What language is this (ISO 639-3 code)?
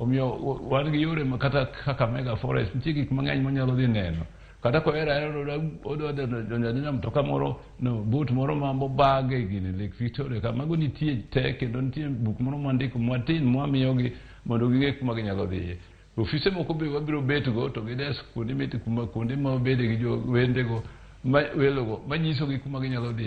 luo